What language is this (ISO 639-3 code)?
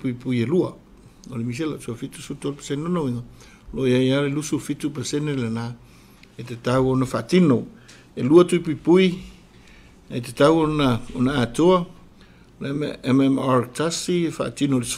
smo